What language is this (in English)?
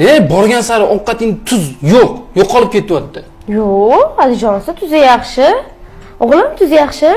Uzbek